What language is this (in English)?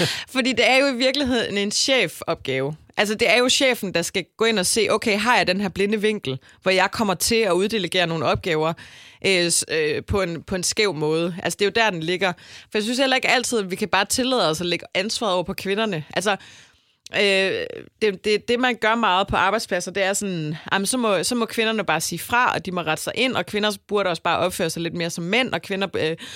Danish